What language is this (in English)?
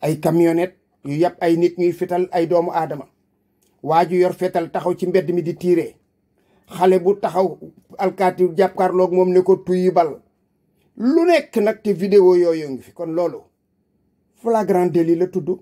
Wolof